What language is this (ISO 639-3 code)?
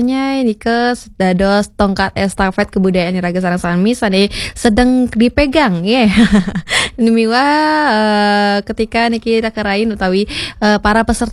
ban